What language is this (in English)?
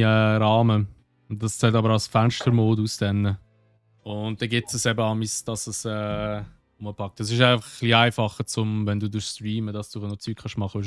Swiss German